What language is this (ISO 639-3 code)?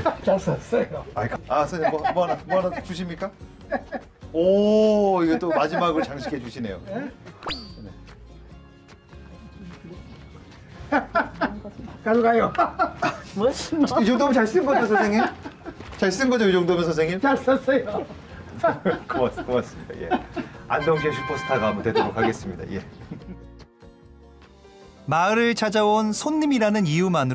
kor